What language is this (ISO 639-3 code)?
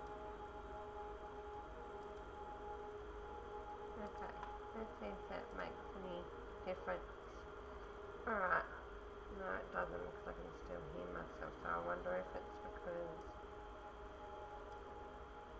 eng